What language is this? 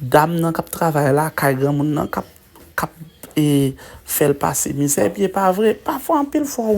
Haitian Creole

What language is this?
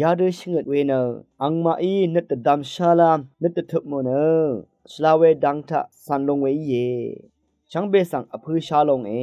Rawang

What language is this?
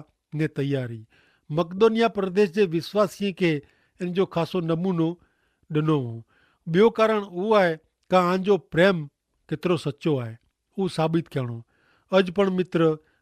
Kachhi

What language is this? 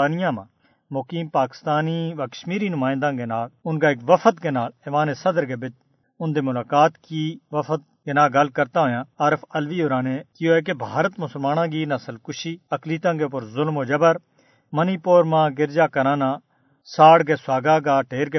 Gujari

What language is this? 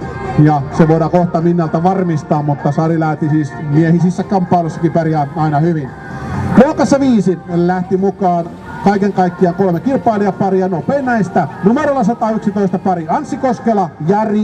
Finnish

